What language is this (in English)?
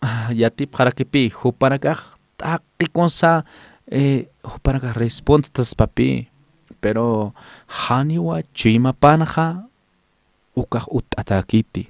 Aymara